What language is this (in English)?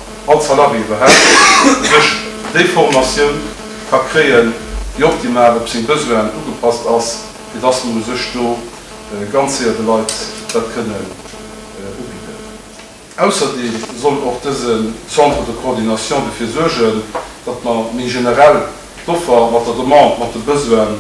Luxembourgish